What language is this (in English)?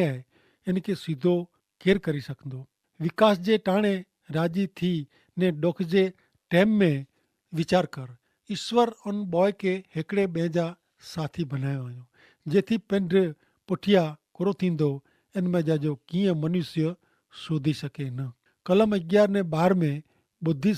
Kachhi